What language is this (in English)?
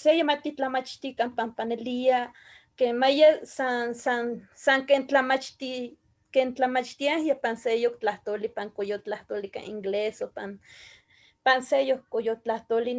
Eastern Huasteca Nahuatl